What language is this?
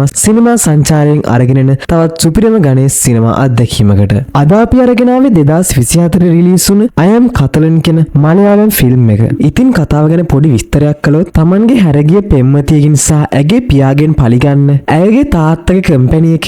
Sinhala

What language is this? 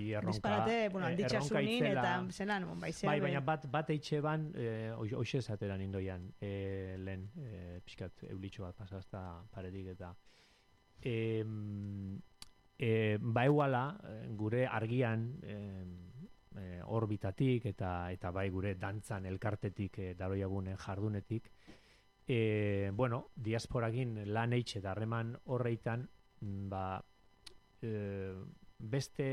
Basque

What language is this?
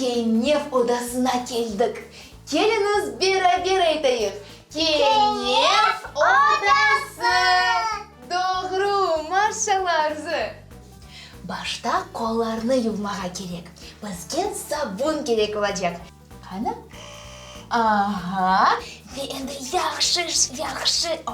Crimean Tatar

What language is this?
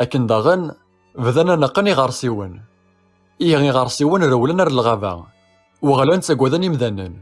Kabyle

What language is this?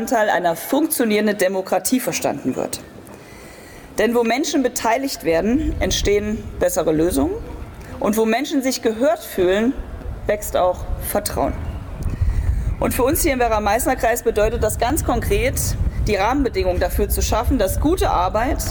German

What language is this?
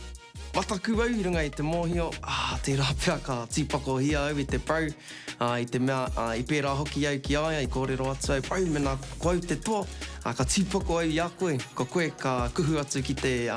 Māori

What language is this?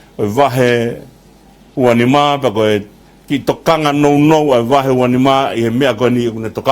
Tongan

